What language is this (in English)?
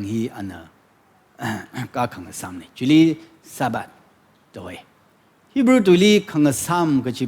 Tangkhul Naga (India)